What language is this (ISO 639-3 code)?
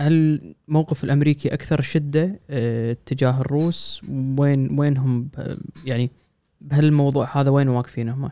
afb